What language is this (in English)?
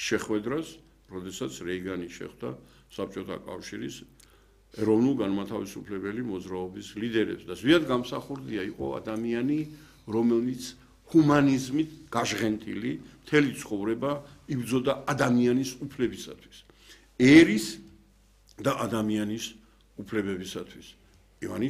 Georgian